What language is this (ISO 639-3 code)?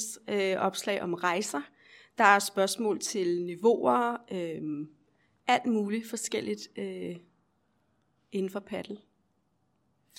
dan